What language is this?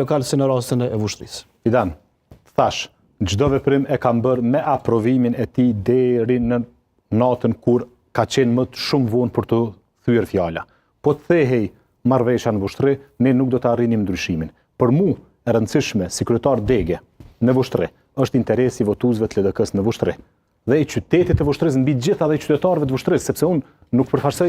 Albanian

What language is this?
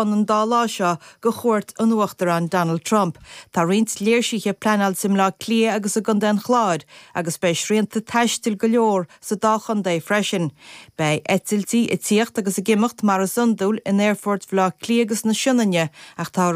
Irish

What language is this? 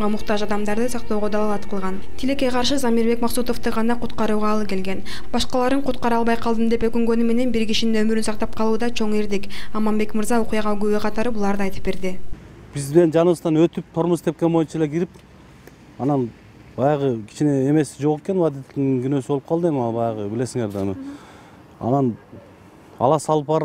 Kyrgyz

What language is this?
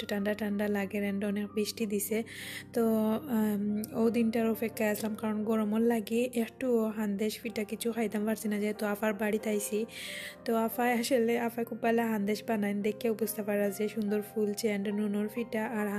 Sylheti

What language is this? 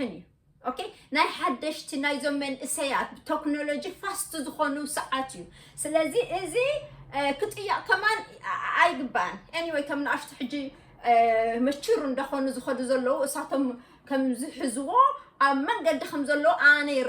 Tigrinya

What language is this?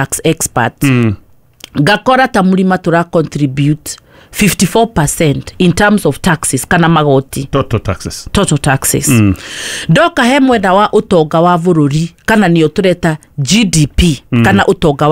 Kikuyu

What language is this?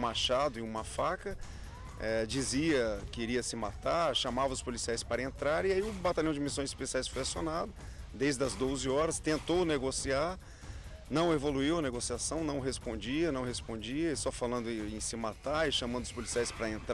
Portuguese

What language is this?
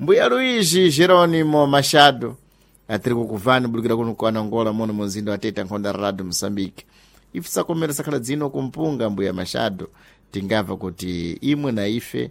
Sena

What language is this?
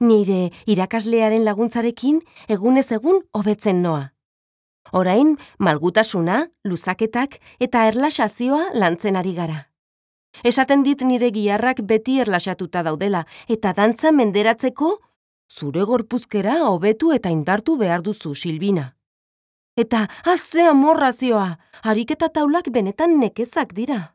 Basque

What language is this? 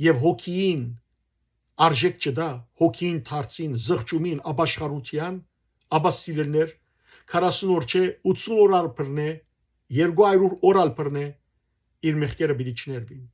Western Armenian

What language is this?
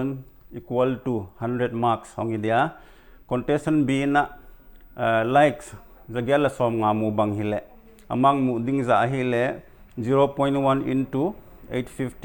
Paite Chin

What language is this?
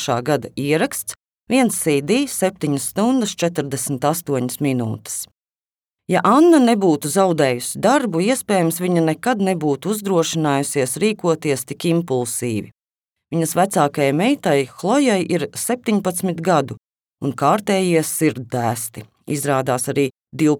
Latvian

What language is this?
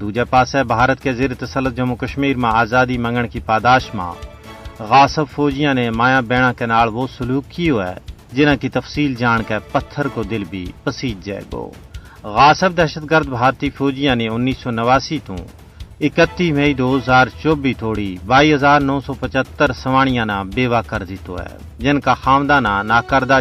Gujari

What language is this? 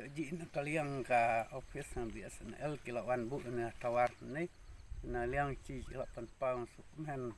Khasi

